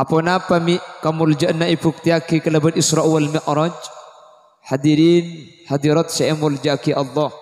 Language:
Madurese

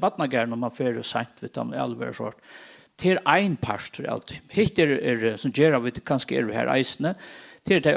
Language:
Faroese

